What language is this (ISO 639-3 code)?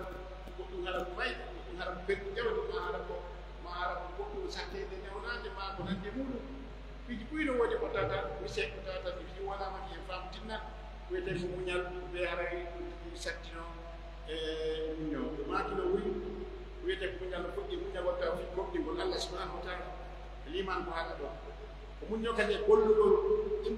fuf